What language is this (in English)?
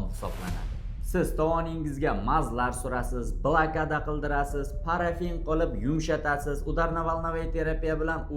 Uzbek